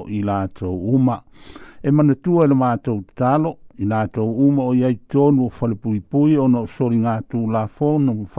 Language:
Samoan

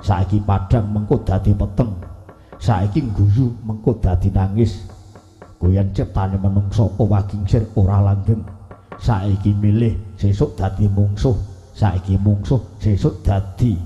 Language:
Javanese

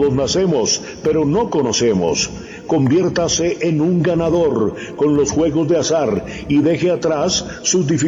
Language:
Spanish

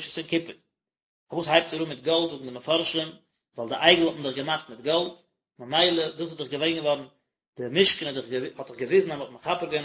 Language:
Yiddish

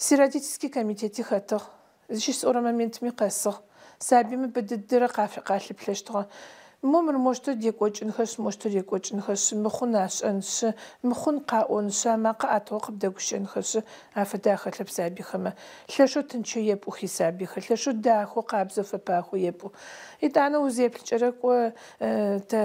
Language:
Adyghe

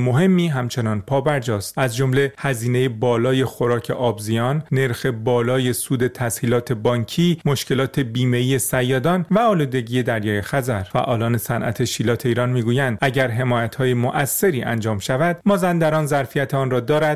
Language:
Persian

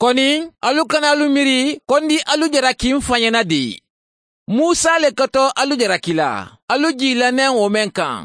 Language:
Mandingo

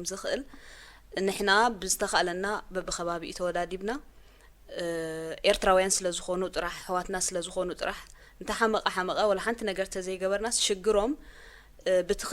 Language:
Tigrinya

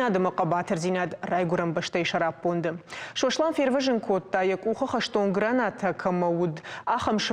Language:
Ossetic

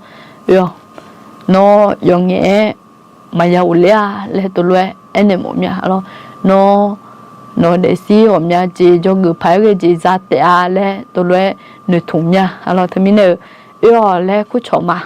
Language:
Akha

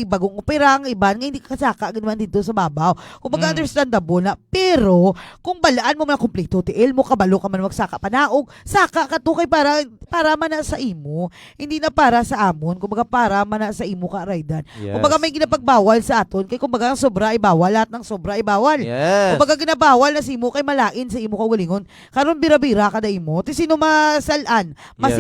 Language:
Hiligaynon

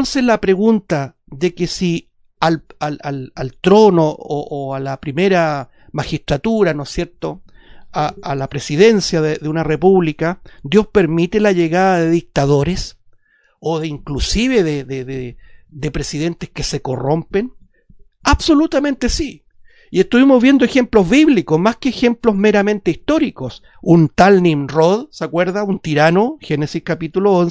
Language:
Spanish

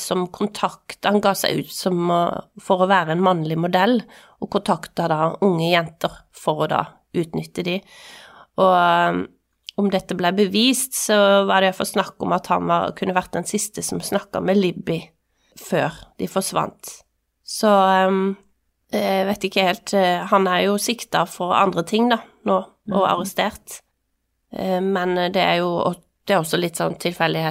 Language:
Norwegian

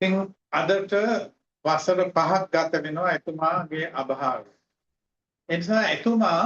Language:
Sinhala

